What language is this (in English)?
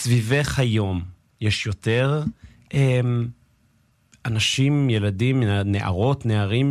Hebrew